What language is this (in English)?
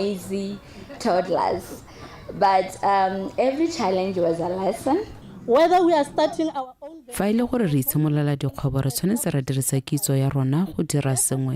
Tswana